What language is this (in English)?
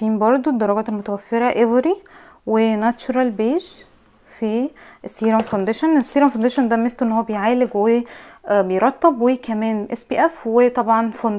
Egyptian Arabic